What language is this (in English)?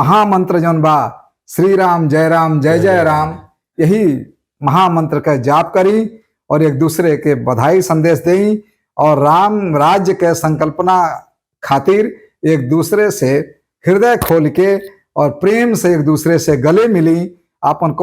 Bhojpuri